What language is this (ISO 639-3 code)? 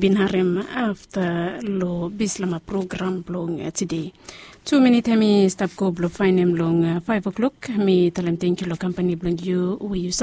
bis